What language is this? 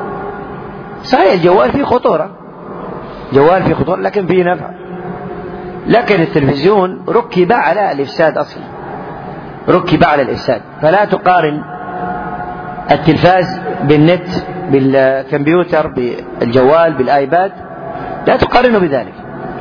Arabic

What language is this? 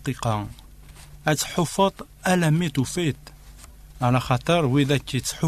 Kabyle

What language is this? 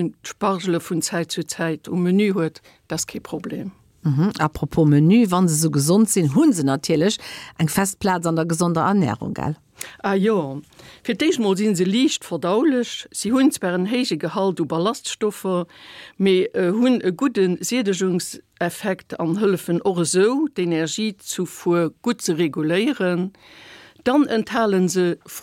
Luxembourgish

